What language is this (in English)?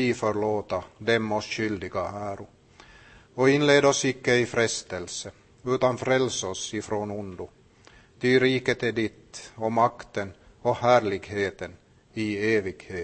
Swedish